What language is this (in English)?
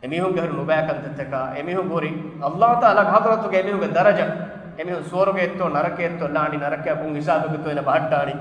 Divehi